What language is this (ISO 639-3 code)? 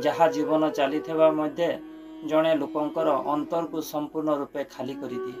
ori